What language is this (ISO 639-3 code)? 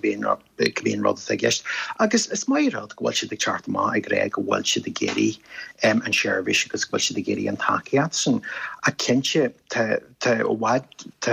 gle